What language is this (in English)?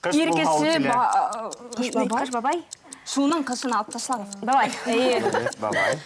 Bashkir